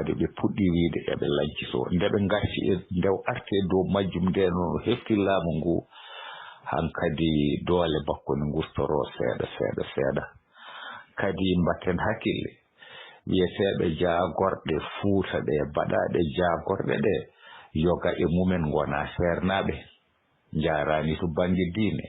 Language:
Fula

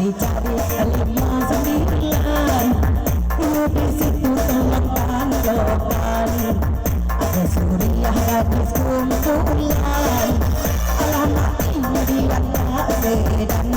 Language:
Minangkabau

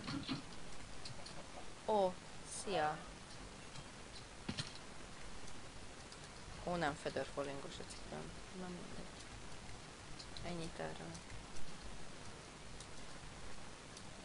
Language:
Hungarian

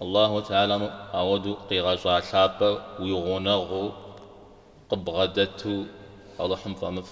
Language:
Kabardian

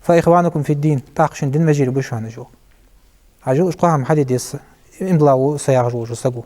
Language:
Ingush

